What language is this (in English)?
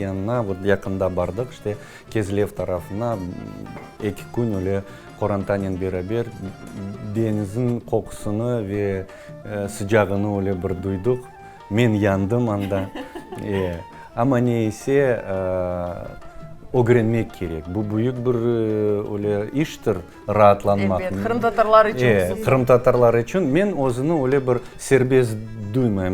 Crimean Tatar